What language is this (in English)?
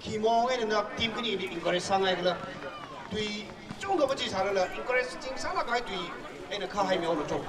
Tangkhul Naga (India)